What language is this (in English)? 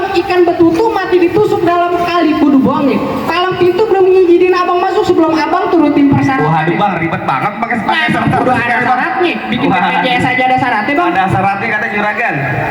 Betawi